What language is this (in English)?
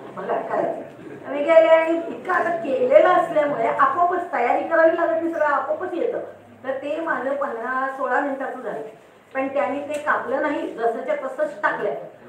Marathi